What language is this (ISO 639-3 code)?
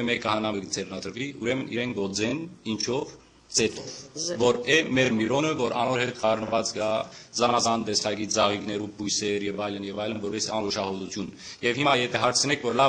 hyw